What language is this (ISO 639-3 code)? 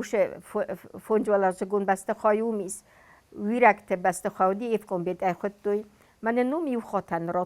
oss